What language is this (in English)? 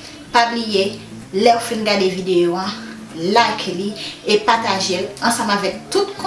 Haitian Creole